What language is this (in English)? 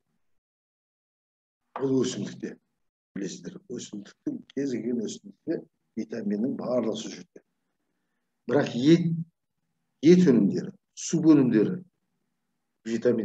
Kazakh